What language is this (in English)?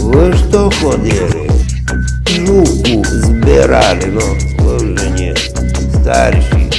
Rusyn